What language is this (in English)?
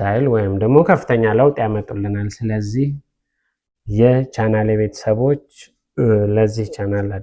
Amharic